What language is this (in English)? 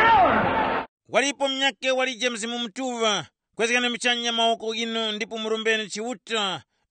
Tumbuka